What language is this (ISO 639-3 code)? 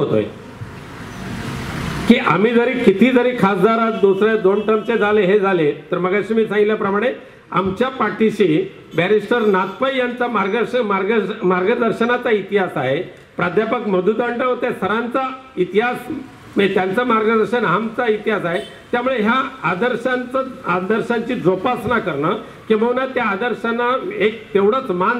mar